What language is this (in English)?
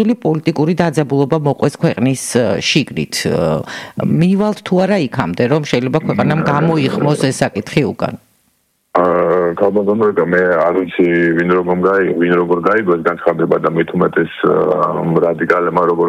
Georgian